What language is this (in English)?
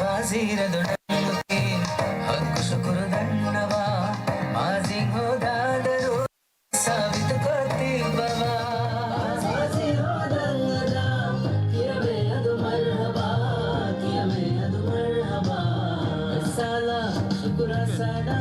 Divehi